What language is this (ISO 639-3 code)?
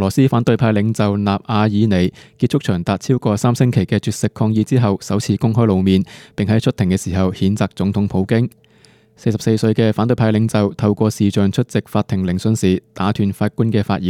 yue